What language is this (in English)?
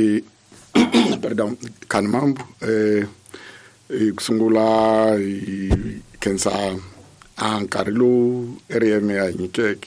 Tsonga